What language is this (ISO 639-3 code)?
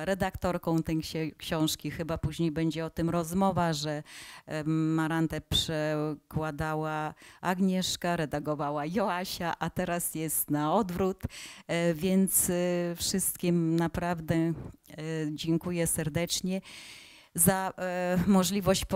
pol